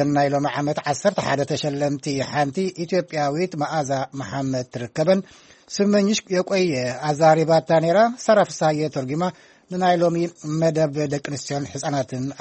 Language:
Tigrinya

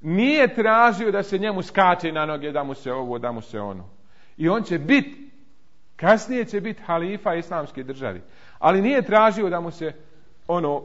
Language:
Bosnian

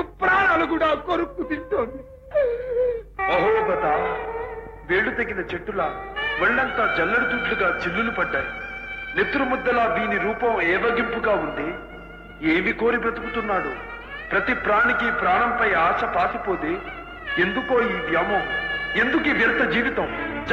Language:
Telugu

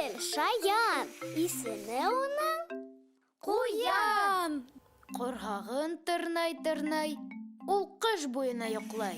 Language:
Bashkir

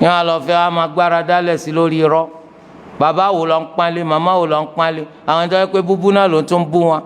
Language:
Yoruba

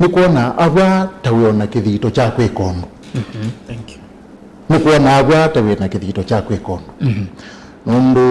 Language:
Kamba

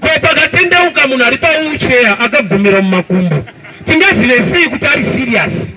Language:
Shona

